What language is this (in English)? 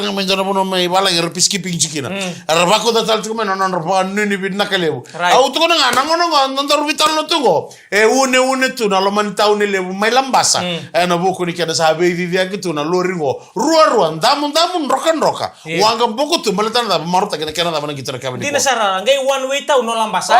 Fijian